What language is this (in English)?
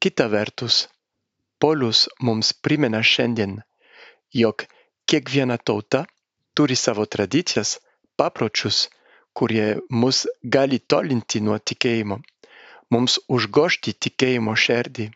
Lithuanian